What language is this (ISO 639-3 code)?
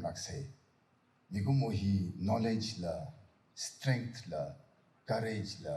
nmf